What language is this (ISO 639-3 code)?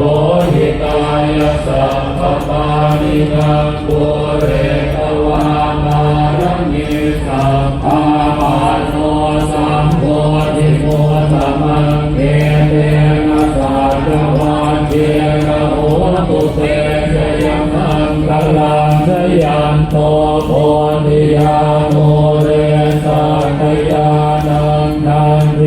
pli